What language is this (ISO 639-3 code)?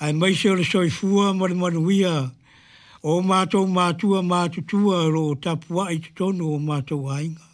smo